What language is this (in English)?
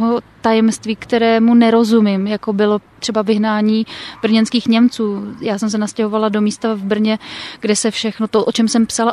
Czech